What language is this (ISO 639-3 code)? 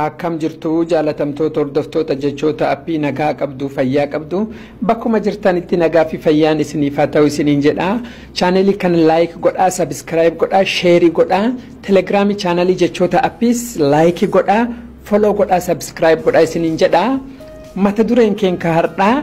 orm